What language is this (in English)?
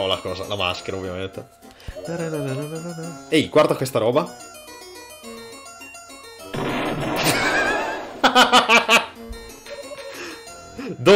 Italian